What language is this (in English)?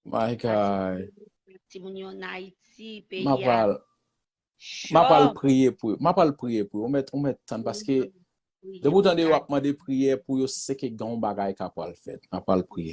Haitian Creole